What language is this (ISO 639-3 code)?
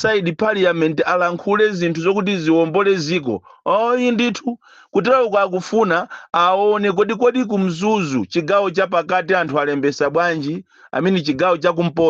nya